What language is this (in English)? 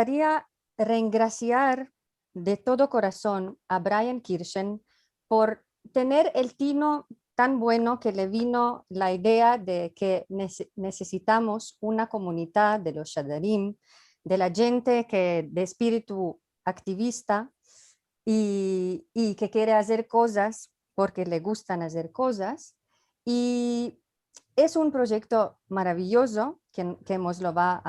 Ladino